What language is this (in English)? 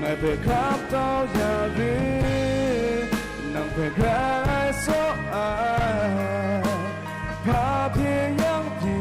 Kachin